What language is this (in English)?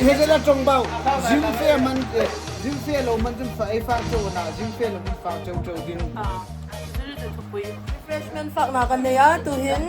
Hmar